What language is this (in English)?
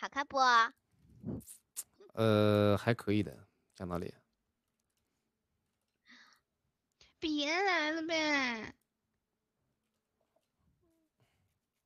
Chinese